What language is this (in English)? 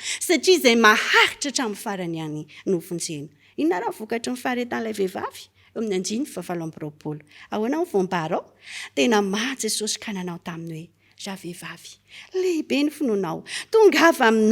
Malagasy